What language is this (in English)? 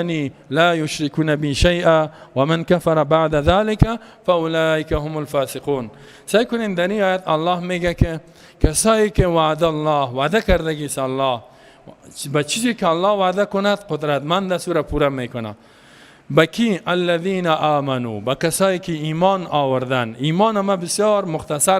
Persian